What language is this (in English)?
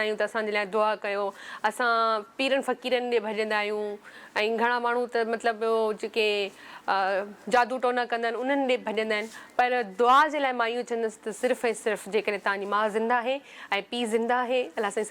Sindhi